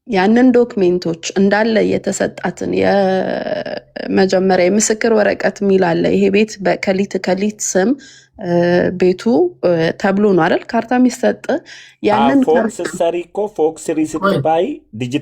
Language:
Amharic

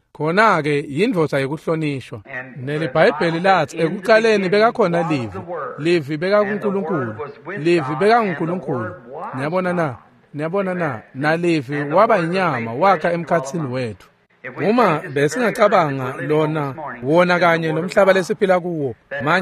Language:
Swati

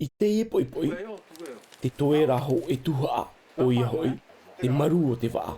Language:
Tahitian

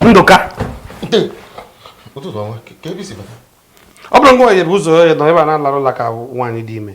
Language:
Igbo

